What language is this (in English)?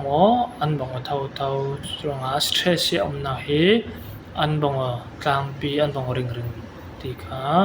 Falam Chin